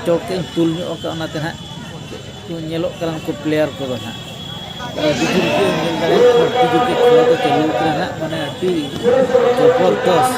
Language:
Santali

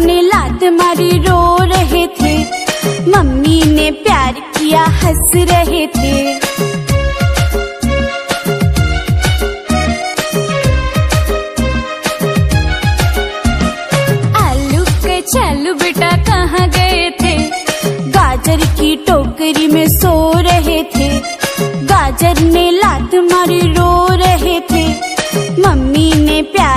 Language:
Hindi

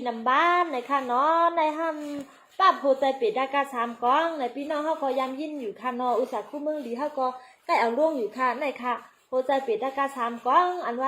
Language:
Shan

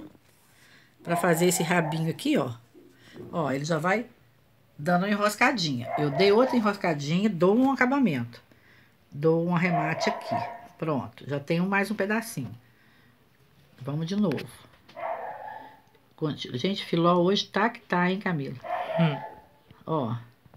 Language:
Portuguese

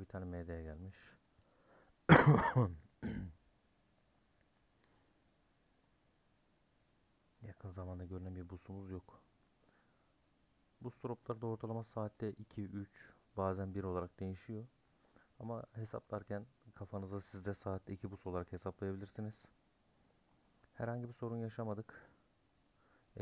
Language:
Turkish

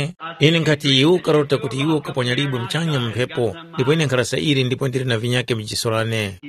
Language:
Tumbuka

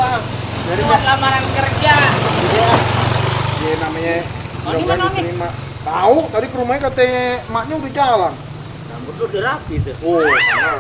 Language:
Betawi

